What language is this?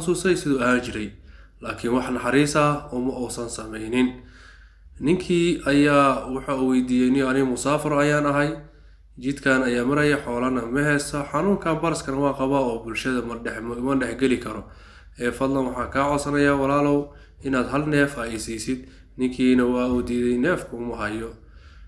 Somali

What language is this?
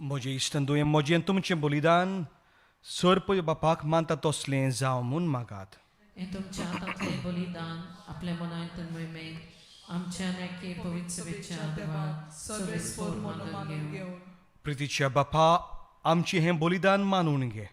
Konkani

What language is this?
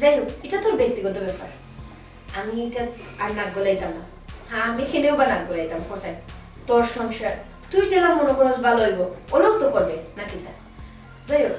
Sylheti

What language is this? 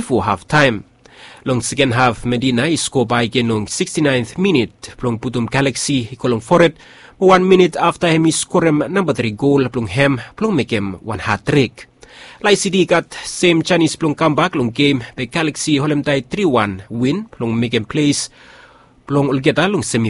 Bislama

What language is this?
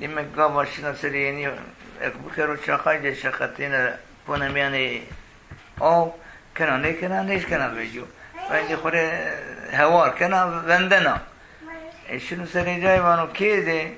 Zaza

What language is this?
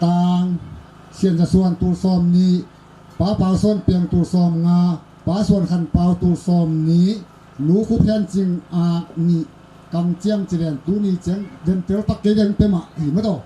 Tedim Chin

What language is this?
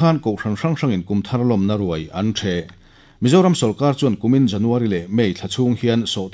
Mizo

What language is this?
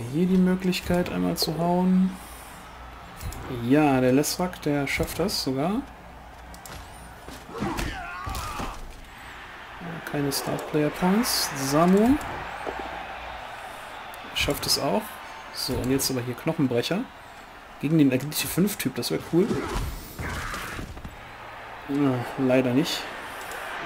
German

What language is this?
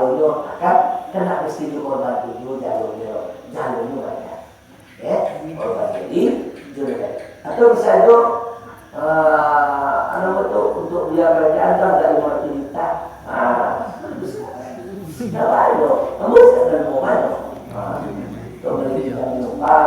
Minangkabau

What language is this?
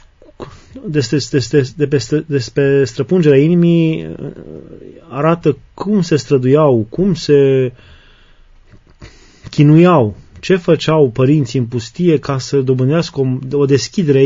Romanian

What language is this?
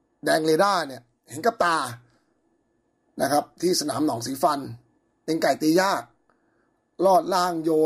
Thai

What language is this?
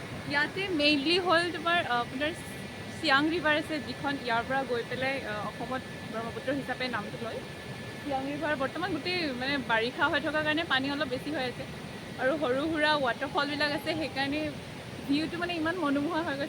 Assamese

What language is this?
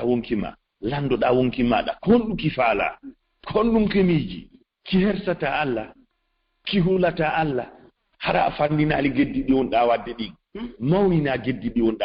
Fula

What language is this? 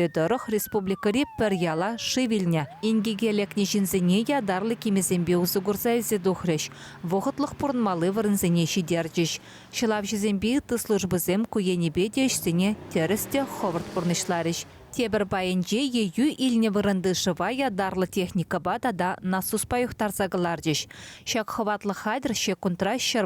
Chuvash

